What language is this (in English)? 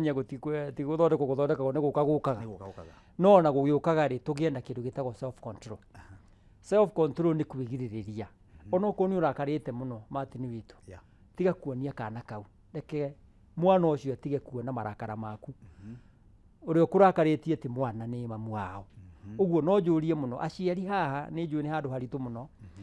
Kikuyu